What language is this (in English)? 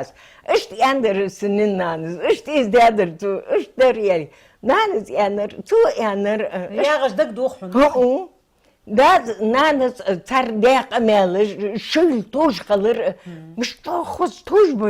Ingush